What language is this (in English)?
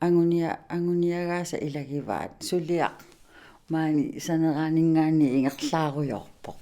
Kalaallisut